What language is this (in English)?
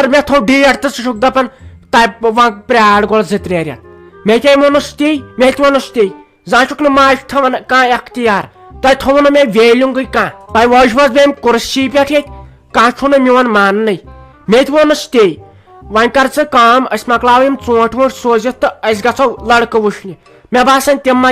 Kashmiri